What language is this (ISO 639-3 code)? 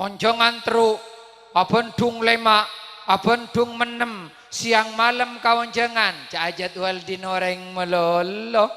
mad